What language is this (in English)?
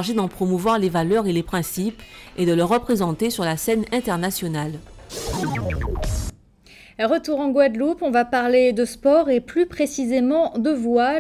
French